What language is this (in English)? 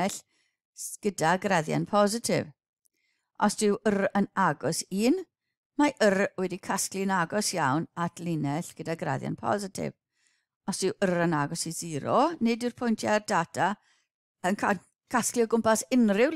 Welsh